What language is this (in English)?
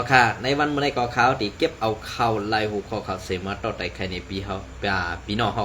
Shan